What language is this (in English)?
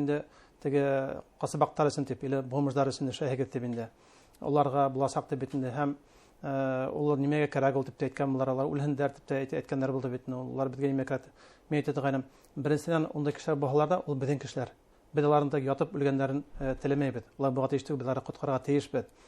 Bashkir